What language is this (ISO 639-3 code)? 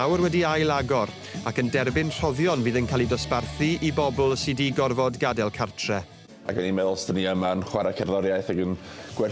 cym